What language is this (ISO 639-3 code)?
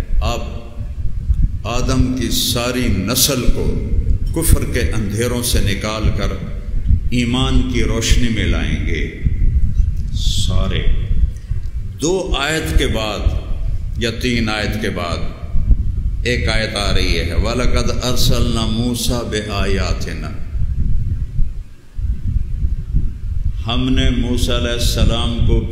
urd